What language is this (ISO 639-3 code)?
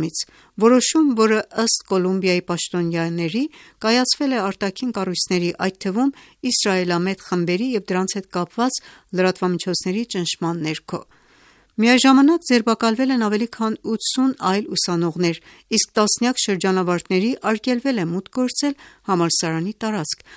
hye